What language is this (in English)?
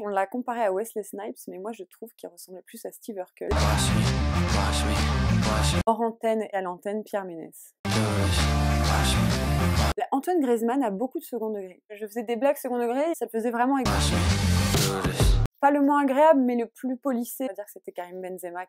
French